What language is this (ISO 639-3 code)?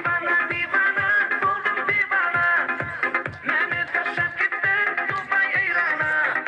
tuk